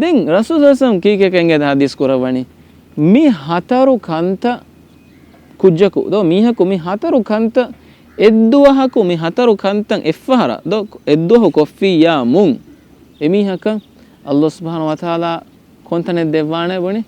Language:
Divehi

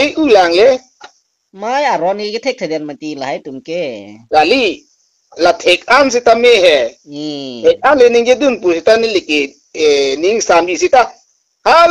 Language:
Karbi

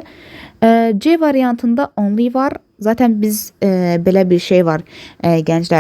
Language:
Azerbaijani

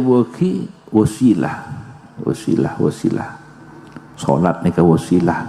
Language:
Madurese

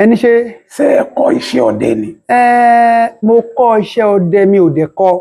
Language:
Yoruba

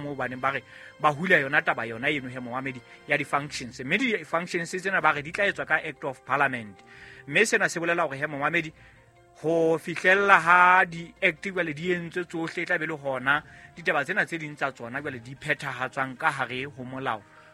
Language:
Southern Sotho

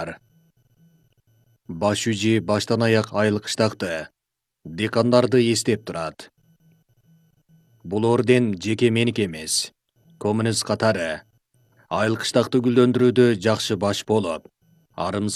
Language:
Kyrgyz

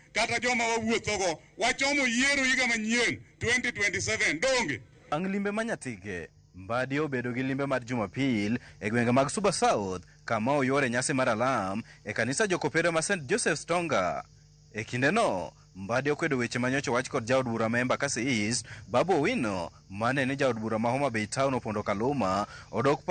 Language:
Luo (Kenya and Tanzania)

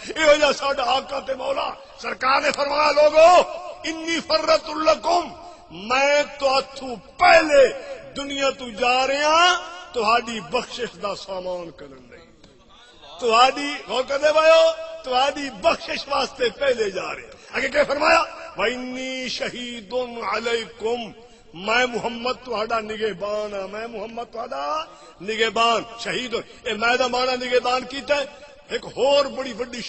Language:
Saraiki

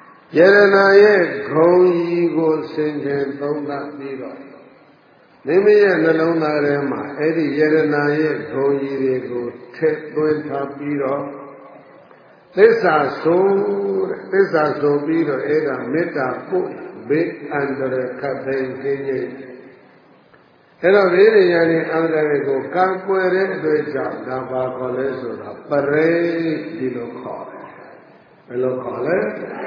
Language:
Burmese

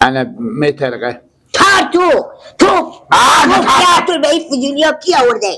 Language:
Persian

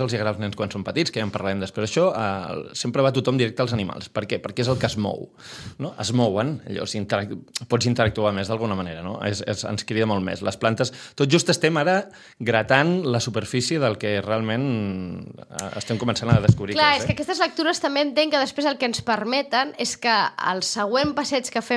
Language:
Catalan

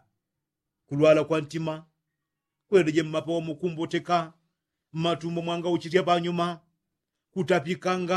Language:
Yao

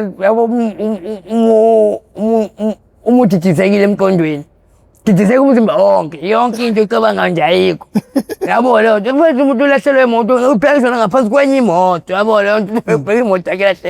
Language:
Zulu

